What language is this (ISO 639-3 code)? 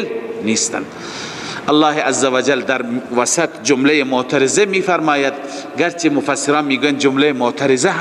fas